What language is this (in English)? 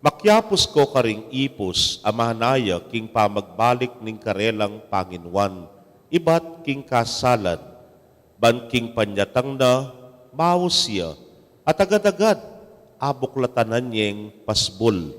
Pampanga